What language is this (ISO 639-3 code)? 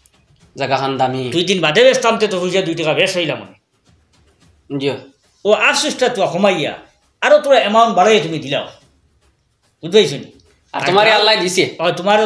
syl